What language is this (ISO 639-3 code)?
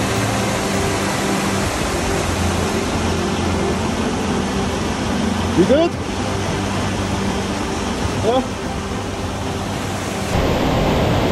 nld